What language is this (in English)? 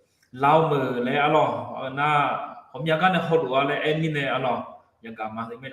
Akha